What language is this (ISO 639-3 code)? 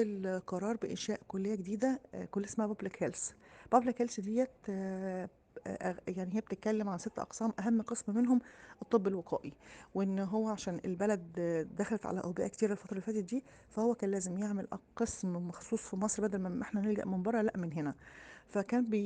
arz